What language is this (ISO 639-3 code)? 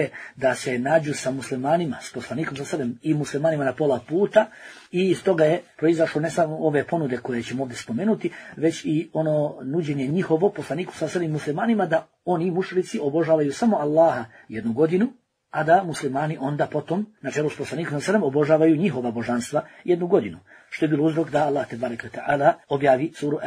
bos